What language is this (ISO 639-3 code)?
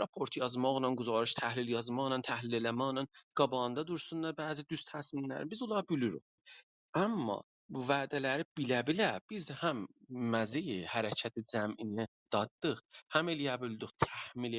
azb